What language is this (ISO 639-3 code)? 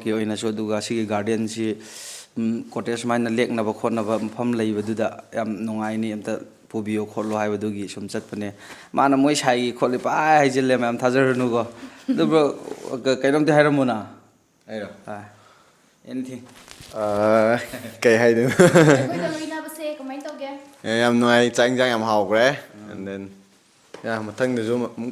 mni